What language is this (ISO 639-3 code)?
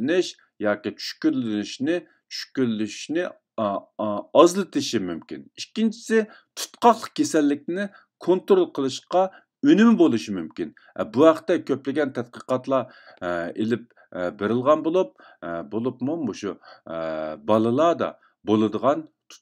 uig